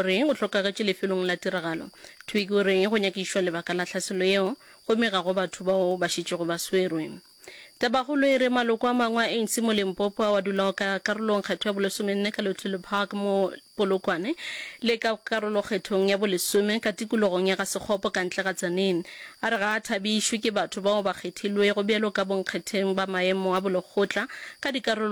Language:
Northern Sotho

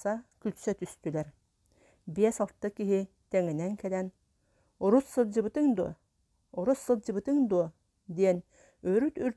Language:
Yakut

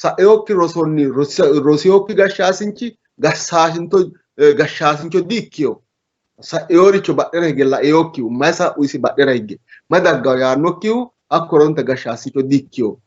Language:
Sidamo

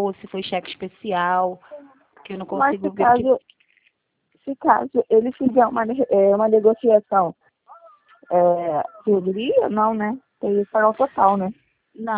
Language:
Portuguese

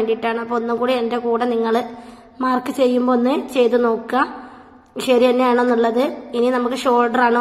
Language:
Malayalam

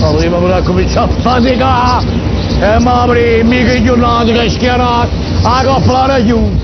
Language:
Neapolitan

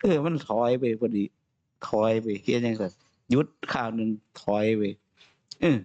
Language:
Northeastern Thai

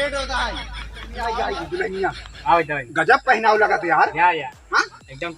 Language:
Awadhi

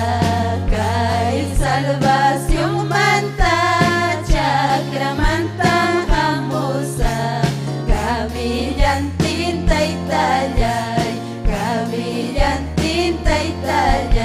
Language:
Ayacucho Quechua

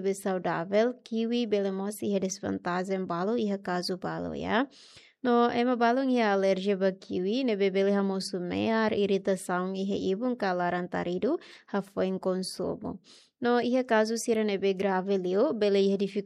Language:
Tetum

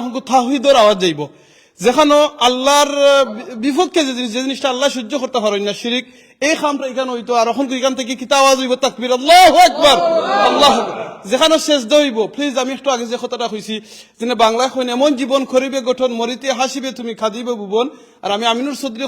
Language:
Sylheti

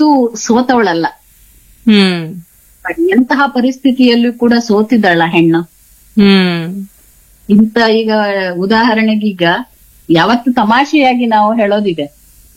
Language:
Kannada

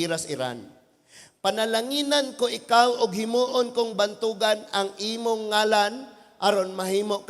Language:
Cebuano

